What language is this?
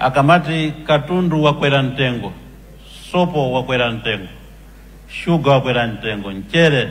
Nyanja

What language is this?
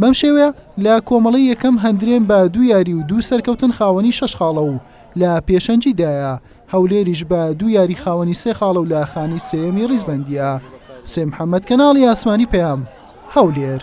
Central Kurdish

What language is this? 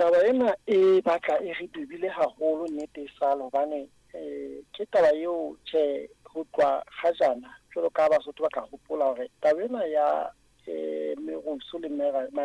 Southern Sotho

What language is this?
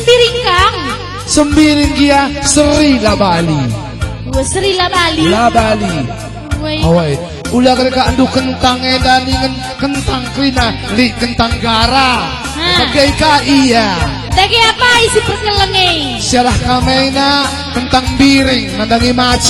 Batak Karo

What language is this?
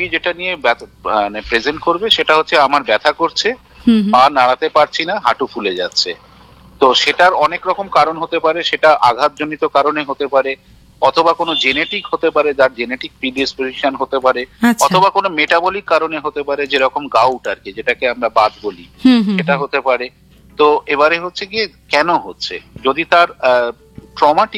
Bangla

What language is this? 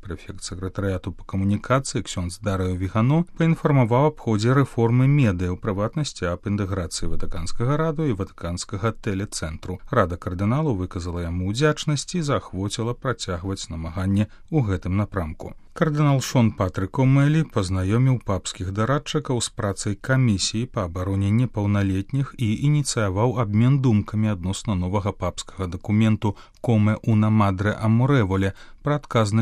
Belarusian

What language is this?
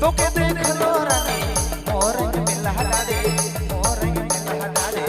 Sadri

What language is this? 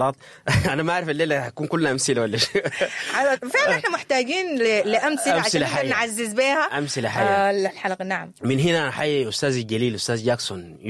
Sudanese Arabic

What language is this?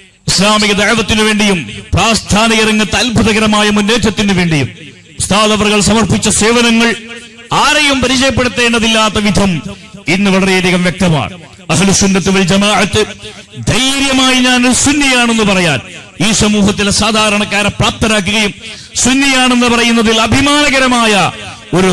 Malayalam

